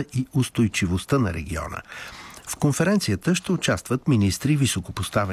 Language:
Bulgarian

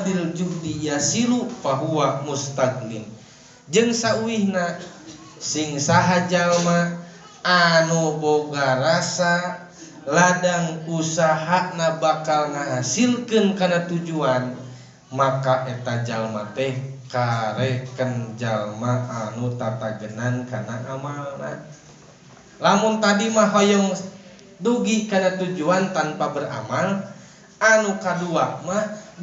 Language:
Sundanese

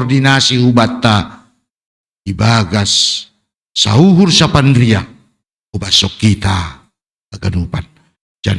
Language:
Batak Simalungun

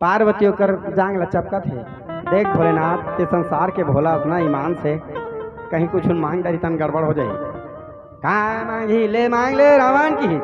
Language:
Chhattisgarhi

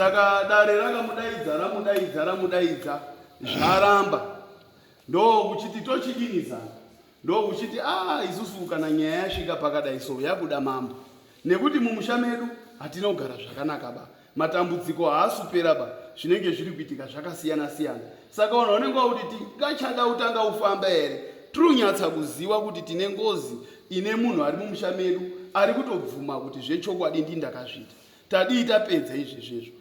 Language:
Shona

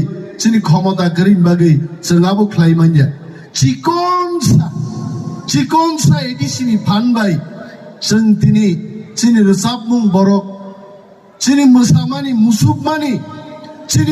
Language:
Kok Borok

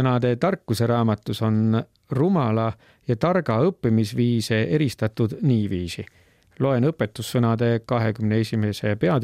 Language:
Estonian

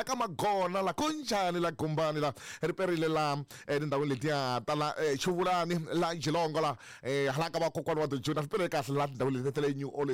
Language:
Tsonga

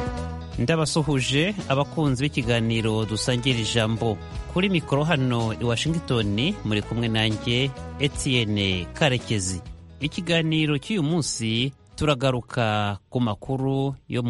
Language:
Kinyarwanda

